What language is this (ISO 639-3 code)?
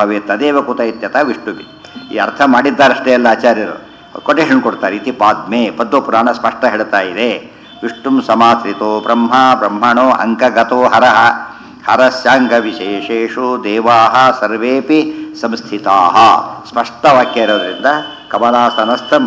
kan